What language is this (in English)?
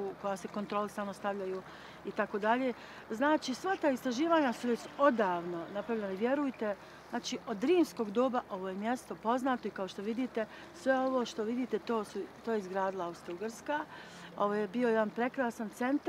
Bosnian